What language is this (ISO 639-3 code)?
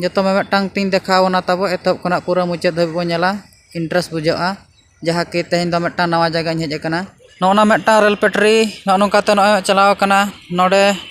sat